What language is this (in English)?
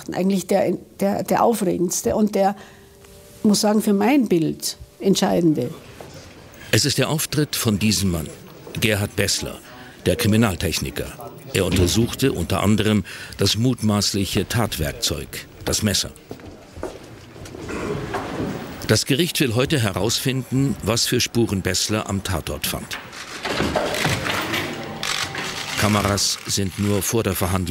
German